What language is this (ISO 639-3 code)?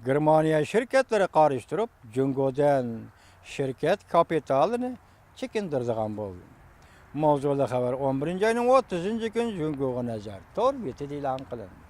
uig